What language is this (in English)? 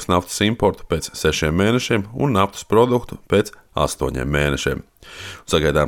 Latvian